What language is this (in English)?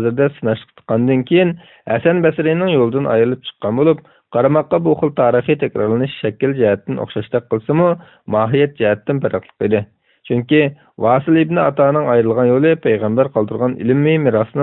Uyghur